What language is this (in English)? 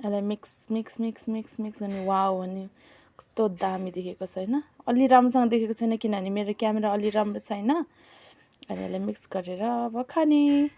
Nepali